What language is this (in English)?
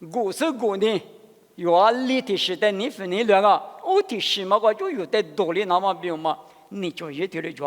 Lisu